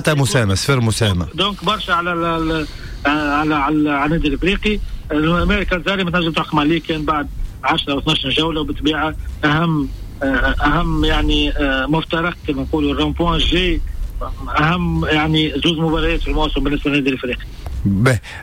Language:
Tunisian Arabic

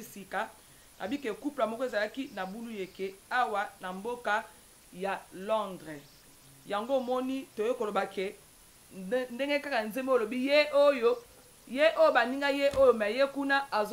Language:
Lingala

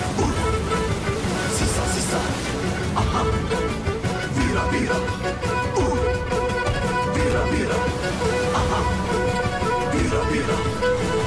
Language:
Persian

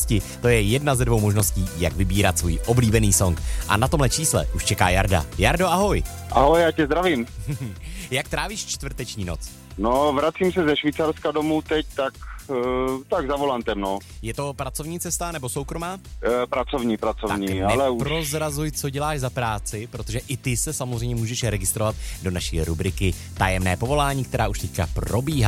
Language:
Czech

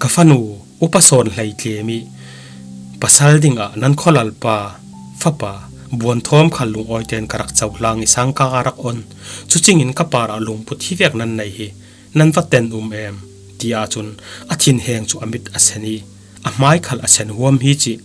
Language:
Falam Chin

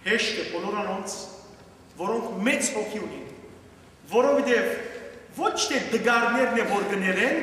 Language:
Western Armenian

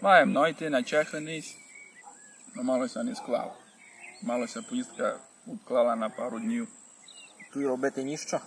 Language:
Rusyn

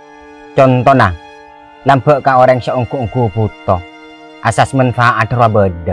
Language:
Madurese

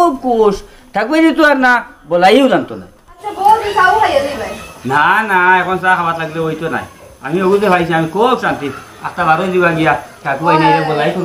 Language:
Sylheti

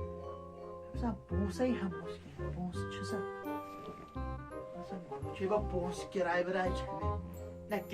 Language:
Kashmiri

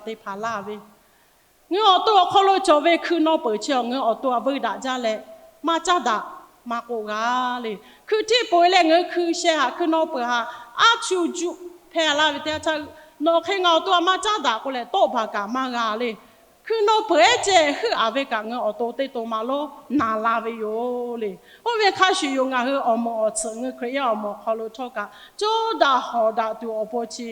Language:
Lahu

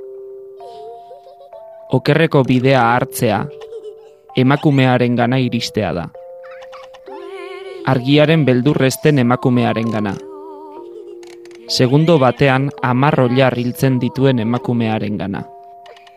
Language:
Basque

